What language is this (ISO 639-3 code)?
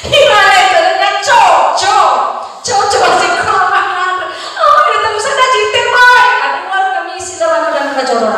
nia